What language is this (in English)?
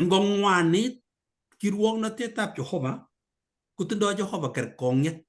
Kalenjin